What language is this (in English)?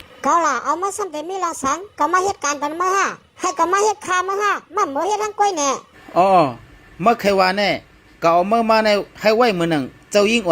Shan